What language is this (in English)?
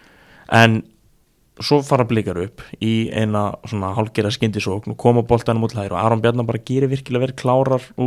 Icelandic